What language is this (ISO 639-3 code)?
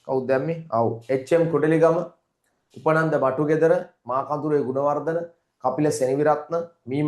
sin